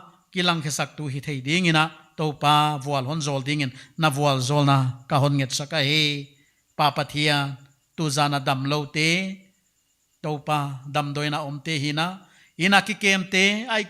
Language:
Paite Chin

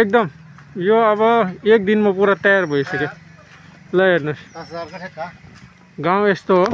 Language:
Nepali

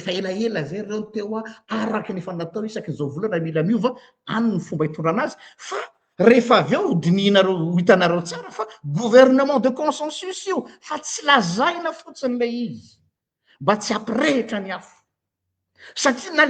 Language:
Malagasy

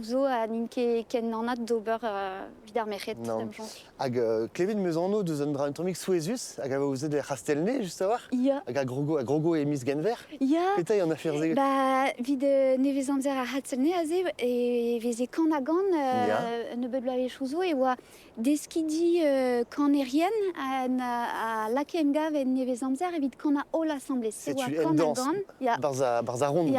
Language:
Breton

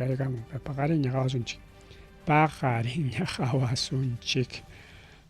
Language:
Ayacucho Quechua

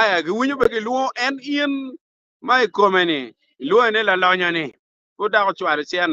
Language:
Acoli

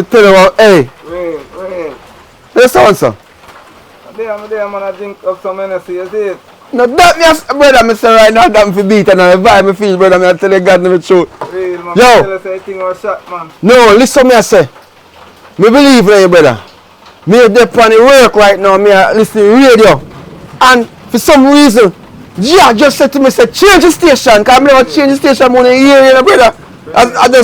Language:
Jamaican Creole English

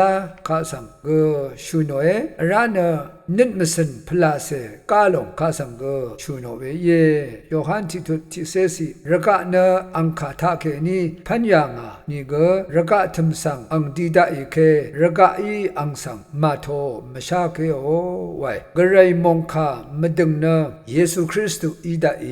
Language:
Rawang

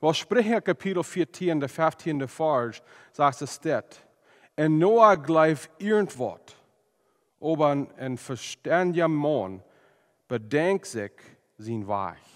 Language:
Plautdietsch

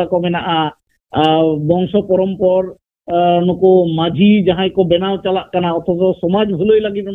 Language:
Santali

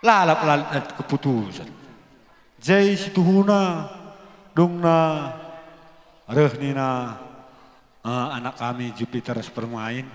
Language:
Batak Karo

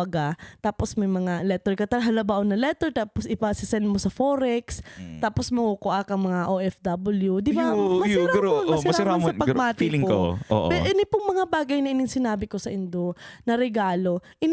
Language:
Bikol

